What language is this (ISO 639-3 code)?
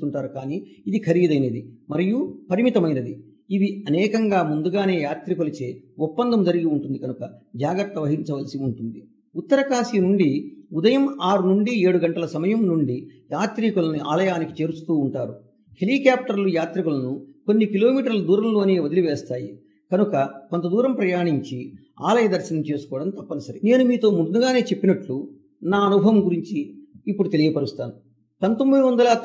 tel